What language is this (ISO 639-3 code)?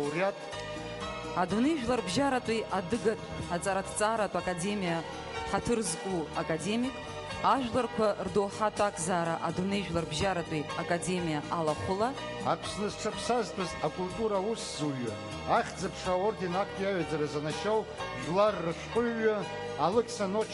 abk